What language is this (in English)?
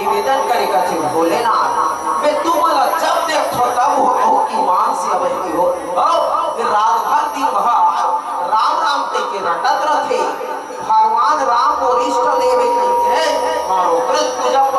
Chhattisgarhi